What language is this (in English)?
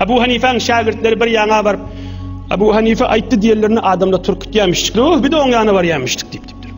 Turkmen